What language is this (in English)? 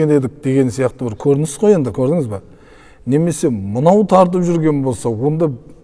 Kazakh